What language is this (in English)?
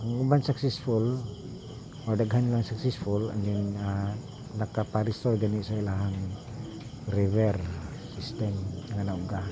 Cebuano